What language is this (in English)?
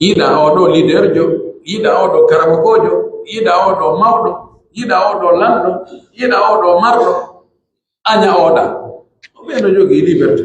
Pular